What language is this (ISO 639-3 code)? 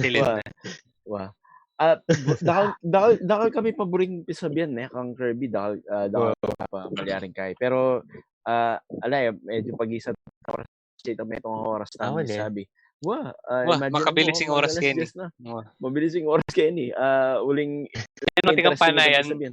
pam